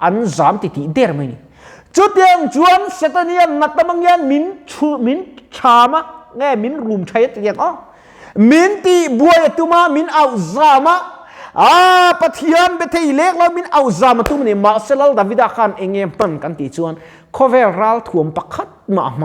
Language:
Mizo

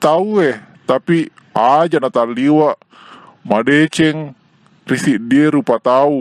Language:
Buginese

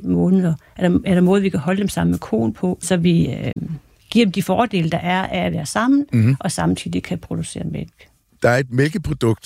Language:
Danish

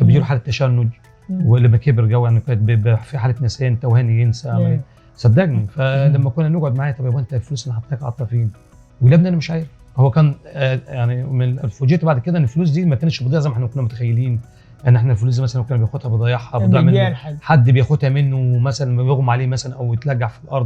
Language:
Egyptian Arabic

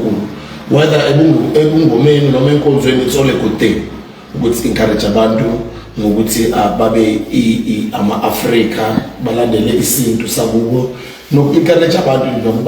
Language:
Zulu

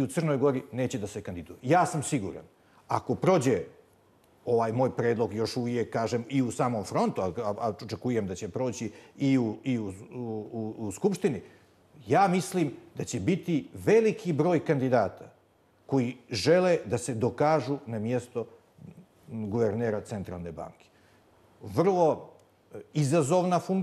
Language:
Bosnian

